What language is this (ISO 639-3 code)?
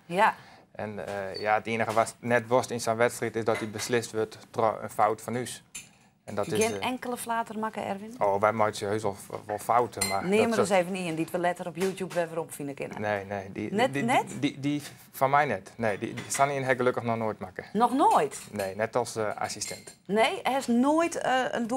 fry